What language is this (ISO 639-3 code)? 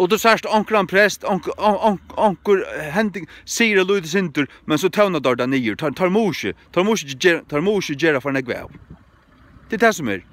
fao